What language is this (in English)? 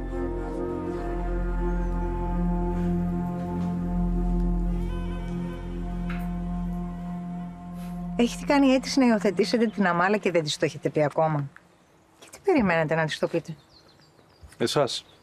Greek